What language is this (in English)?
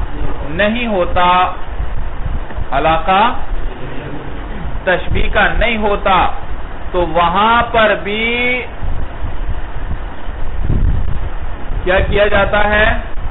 Urdu